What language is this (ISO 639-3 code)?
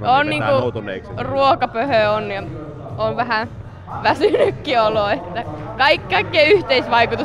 fin